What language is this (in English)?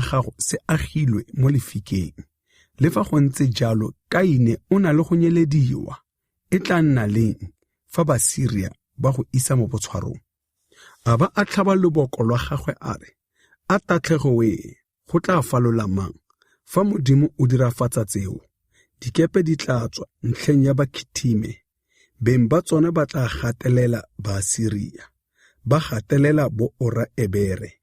Tswana